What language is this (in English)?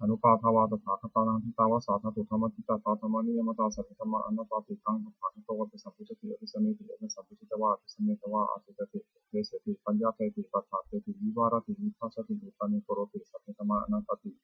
Pali